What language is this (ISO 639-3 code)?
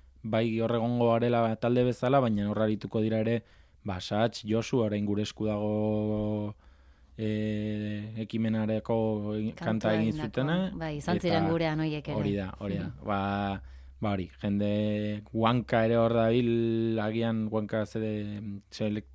eus